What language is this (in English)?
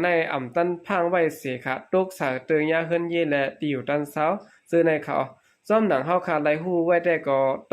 Shan